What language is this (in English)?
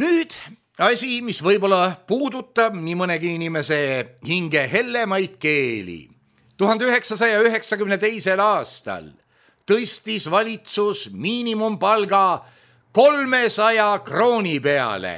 Estonian